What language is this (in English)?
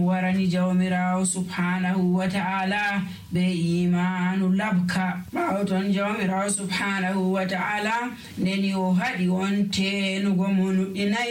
Nigerian Fulfulde